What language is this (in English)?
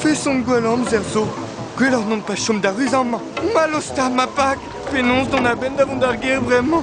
Breton